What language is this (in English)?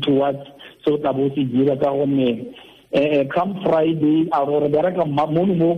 Tswana